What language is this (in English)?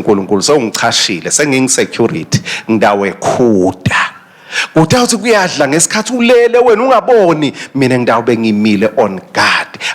Swati